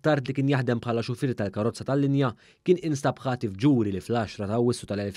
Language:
Maltese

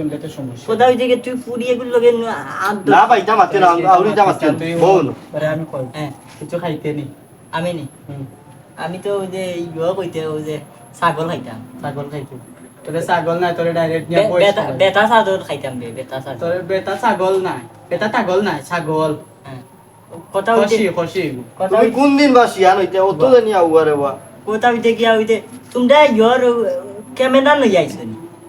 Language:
Sylheti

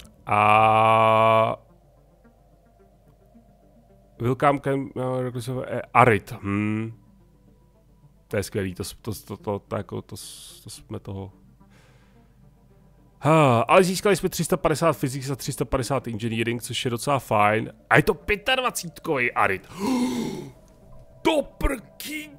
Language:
Czech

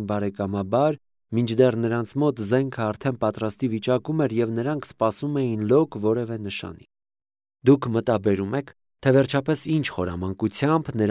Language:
Armenian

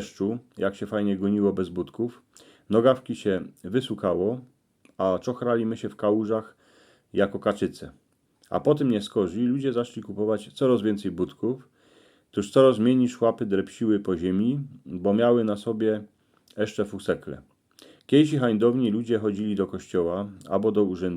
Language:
Silesian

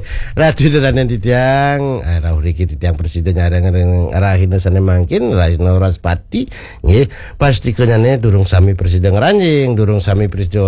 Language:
Balinese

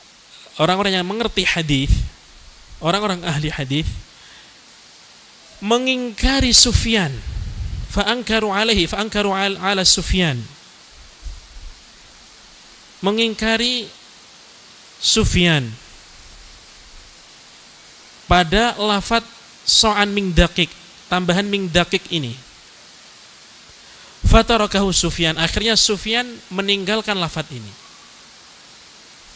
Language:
Indonesian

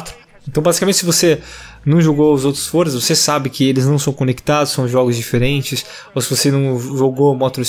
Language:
Portuguese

